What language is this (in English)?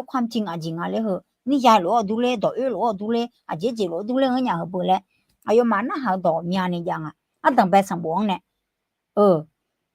Akha